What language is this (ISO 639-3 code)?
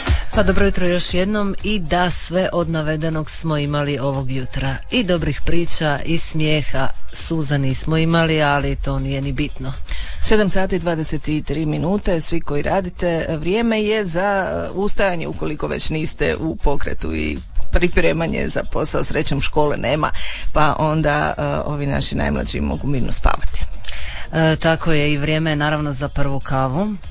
hrv